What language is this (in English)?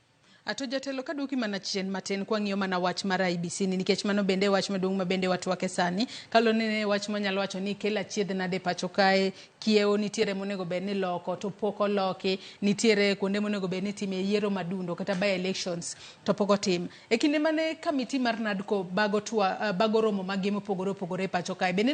Luo (Kenya and Tanzania)